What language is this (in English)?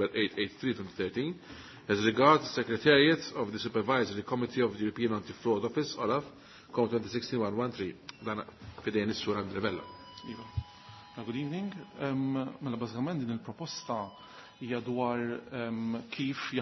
Maltese